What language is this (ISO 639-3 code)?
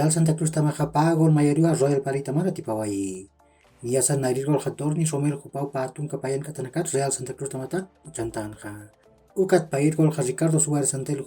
aym